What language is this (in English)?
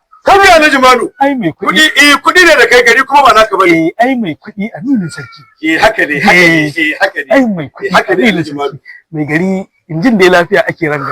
Hausa